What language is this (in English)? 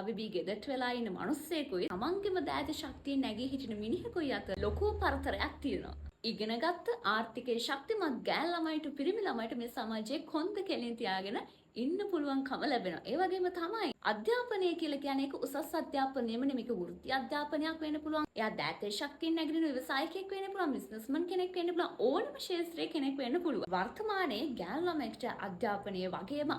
Sinhala